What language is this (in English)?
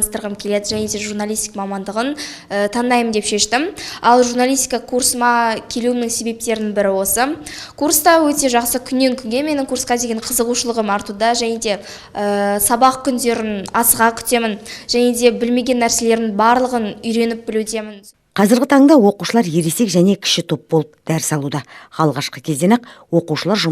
Kazakh